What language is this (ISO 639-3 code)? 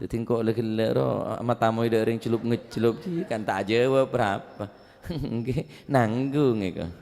mad